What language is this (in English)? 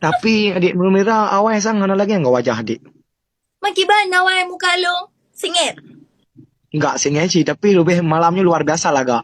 Achinese